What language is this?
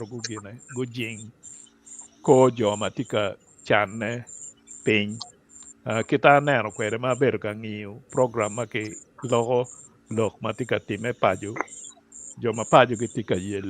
Acoli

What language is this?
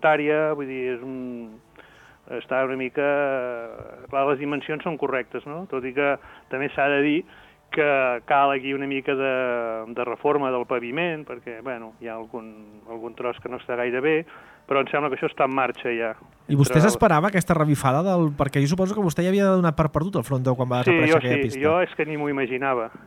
Catalan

